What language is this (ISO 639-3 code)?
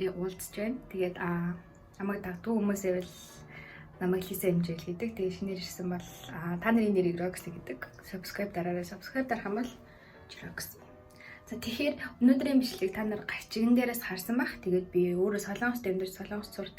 mon